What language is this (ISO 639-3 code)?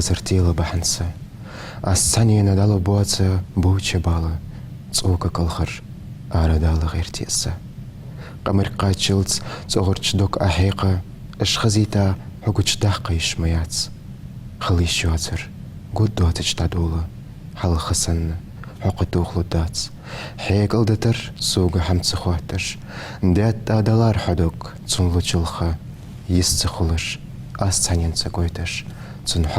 inh